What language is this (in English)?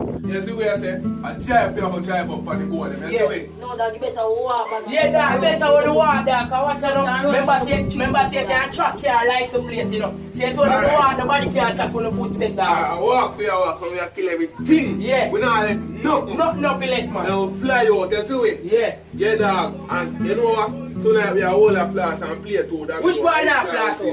Jamaican Creole English